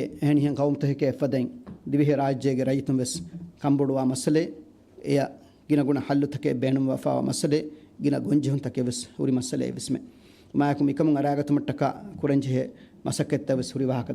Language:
Divehi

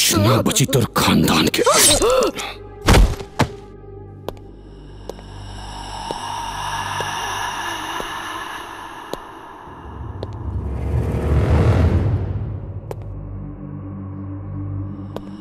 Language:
Bhojpuri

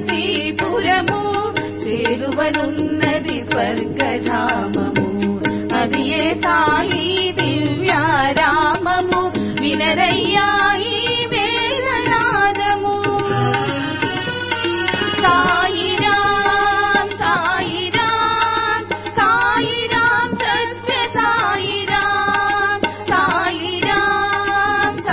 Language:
Telugu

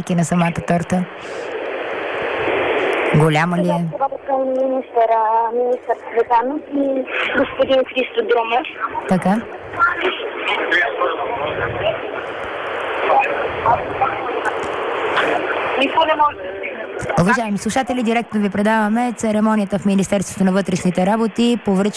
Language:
Bulgarian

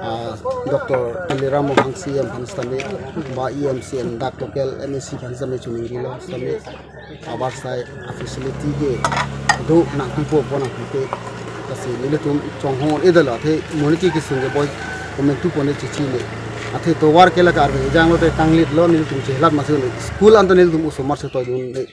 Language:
Karbi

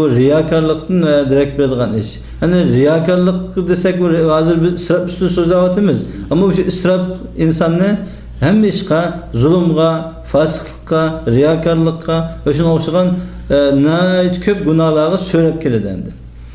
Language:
Uyghur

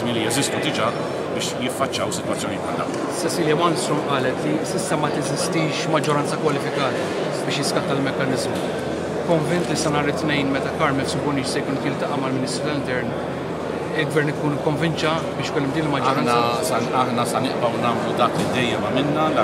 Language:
Maltese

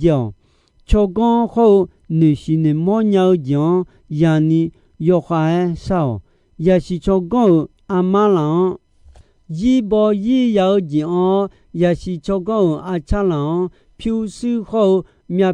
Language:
Akha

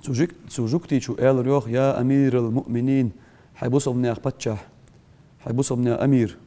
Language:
Ingush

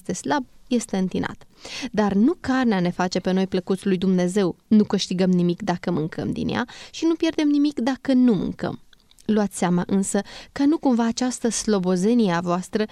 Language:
Romanian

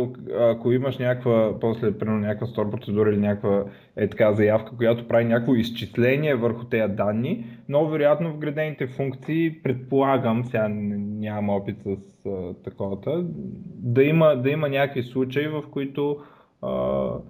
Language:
Bulgarian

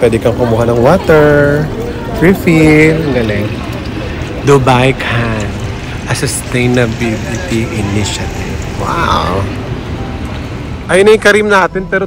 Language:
Filipino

